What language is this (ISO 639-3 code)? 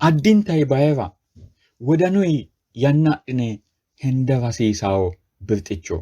sid